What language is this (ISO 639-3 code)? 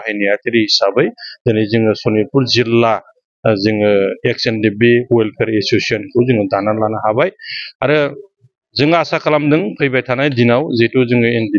brx